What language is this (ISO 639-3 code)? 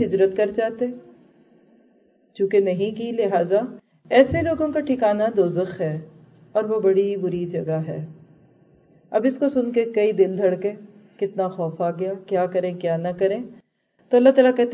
urd